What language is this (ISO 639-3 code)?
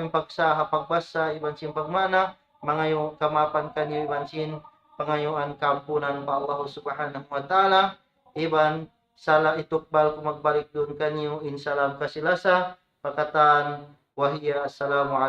tsg